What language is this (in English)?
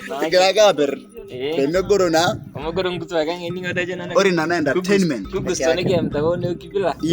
Masai